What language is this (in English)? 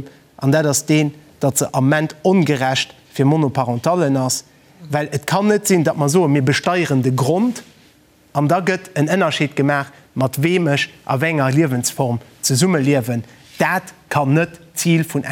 Luxembourgish